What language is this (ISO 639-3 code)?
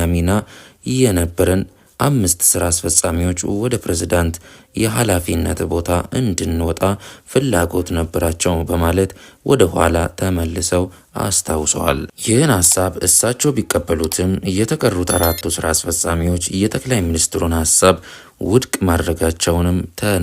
amh